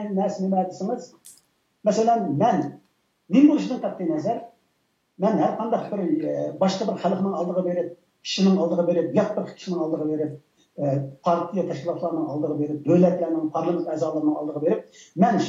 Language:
Uyghur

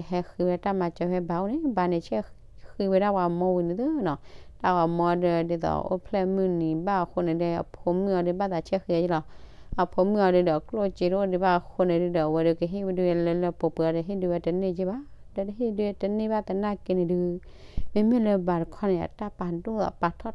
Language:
S'gaw Karen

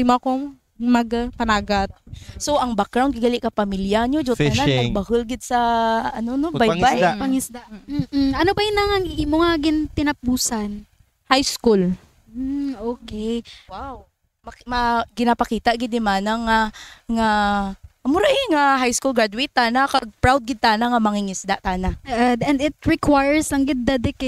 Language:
Kinaray-a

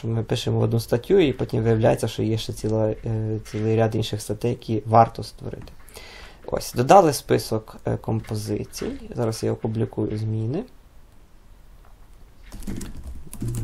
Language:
Ukrainian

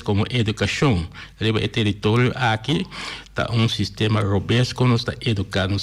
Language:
Papiamento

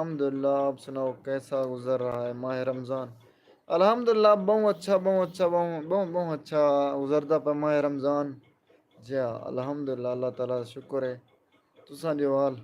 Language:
Saraiki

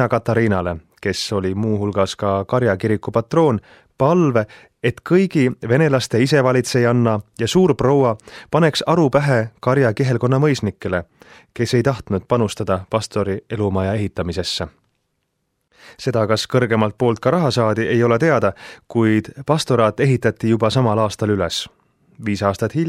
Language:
Estonian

